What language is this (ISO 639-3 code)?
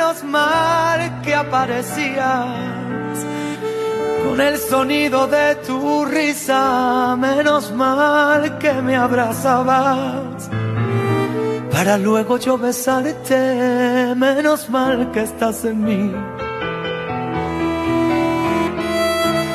spa